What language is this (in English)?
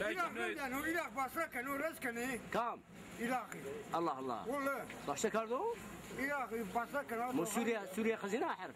Zaza